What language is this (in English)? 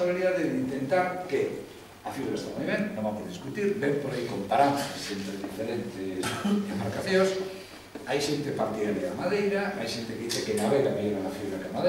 Galician